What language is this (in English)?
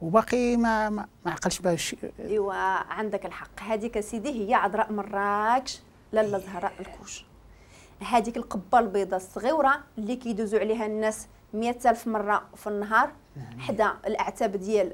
Moroccan Arabic